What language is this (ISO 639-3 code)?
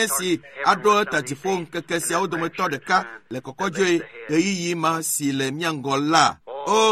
ewe